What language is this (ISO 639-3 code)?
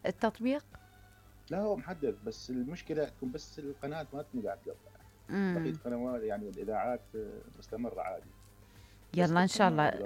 acm